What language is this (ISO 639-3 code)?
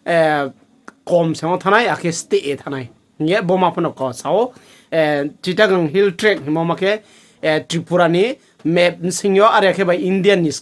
ria